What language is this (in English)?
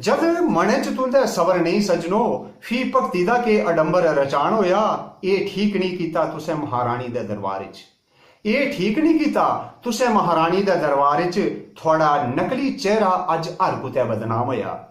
Dogri